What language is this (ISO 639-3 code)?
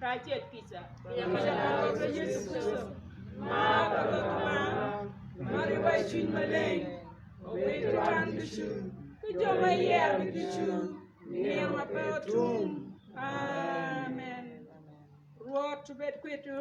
ach